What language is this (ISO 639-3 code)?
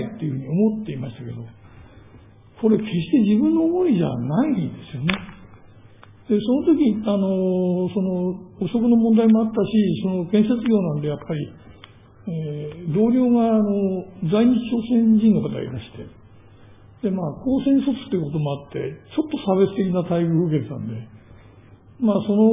jpn